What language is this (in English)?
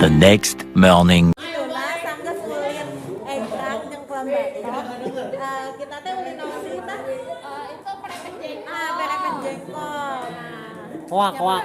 Sundanese